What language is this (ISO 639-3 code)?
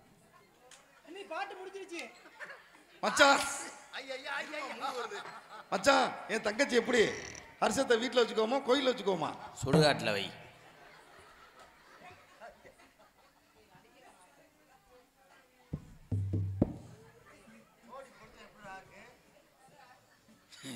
tam